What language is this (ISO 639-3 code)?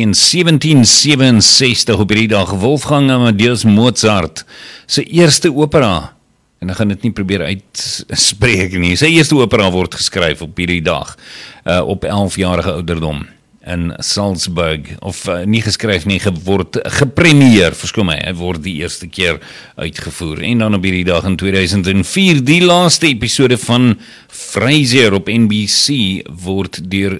afr